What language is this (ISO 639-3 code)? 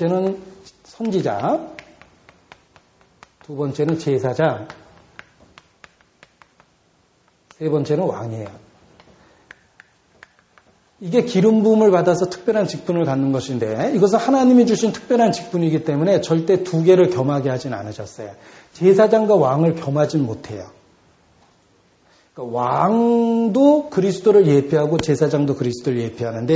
kor